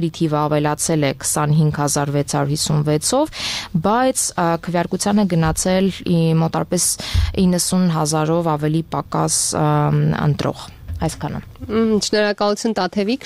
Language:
Armenian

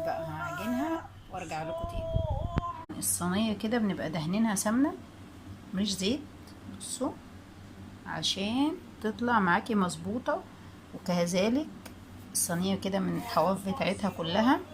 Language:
Egyptian Arabic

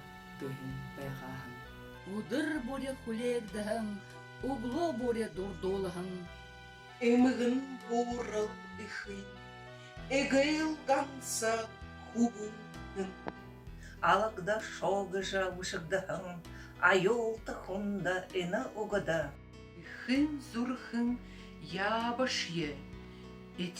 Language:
Buriat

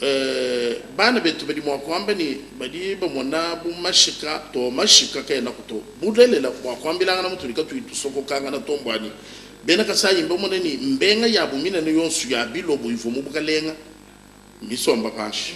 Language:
Luba-Lulua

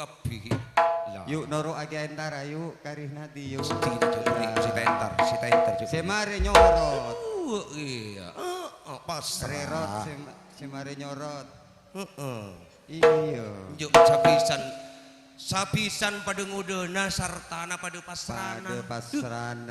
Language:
Madurese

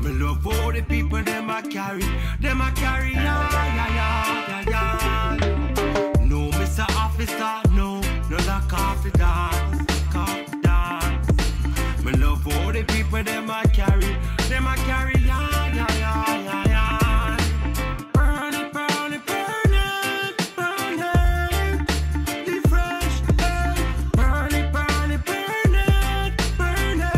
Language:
Jamaican Creole English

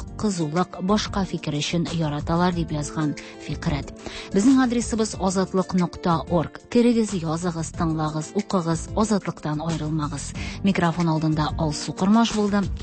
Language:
Tatar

